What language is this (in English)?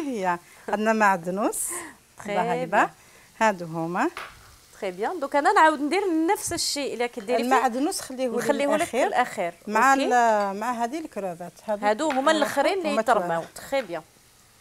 Algerian Arabic